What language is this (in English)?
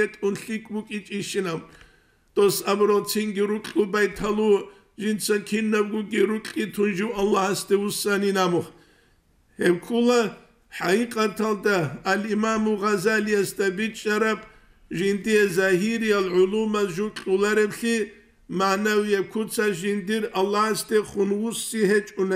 Avaric